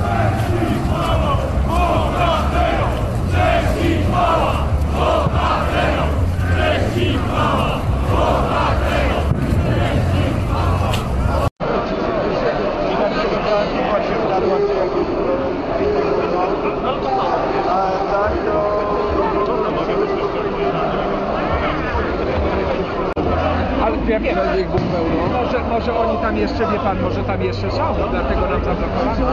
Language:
Polish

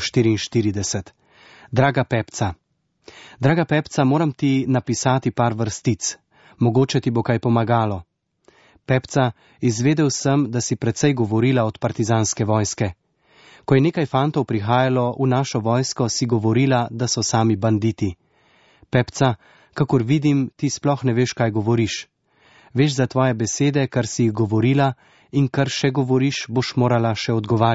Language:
Slovenian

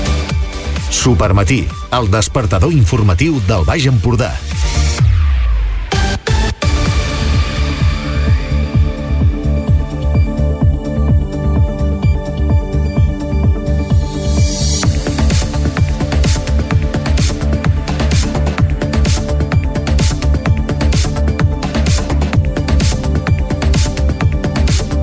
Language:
Catalan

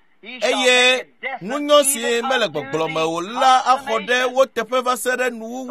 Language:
Ewe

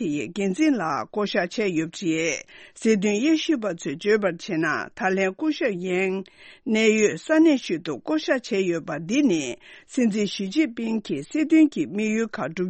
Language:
Tibetan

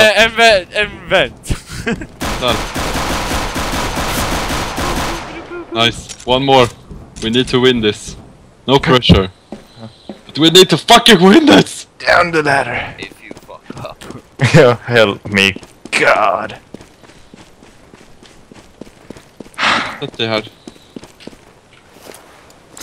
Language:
Swedish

